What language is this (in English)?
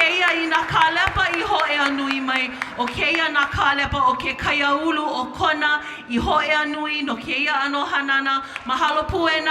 Hawaiian